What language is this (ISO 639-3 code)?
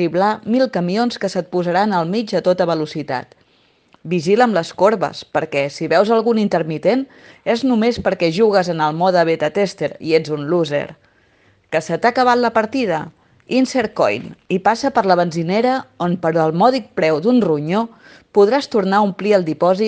cat